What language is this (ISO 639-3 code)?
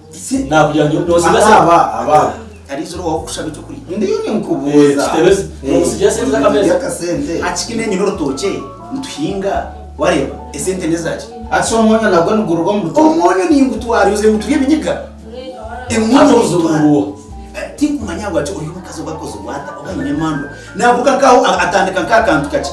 nyn